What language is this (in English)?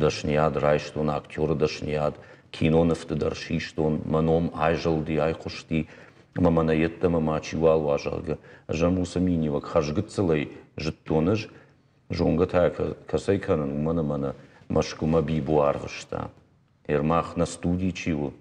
Ossetic